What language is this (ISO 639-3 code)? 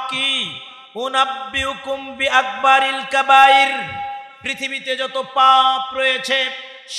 ben